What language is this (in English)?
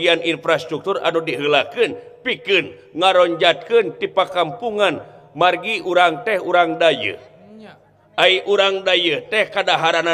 Sundanese